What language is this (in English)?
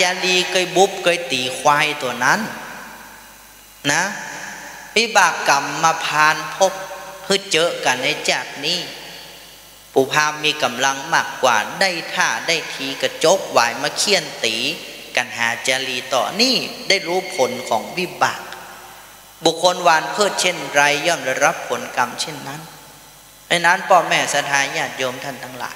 Thai